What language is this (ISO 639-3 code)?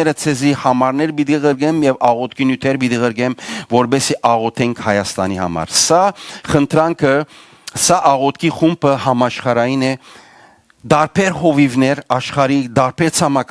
hyw